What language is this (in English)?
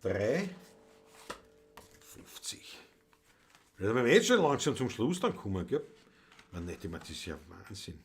Bavarian